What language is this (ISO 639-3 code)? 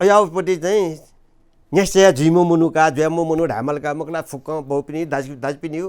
new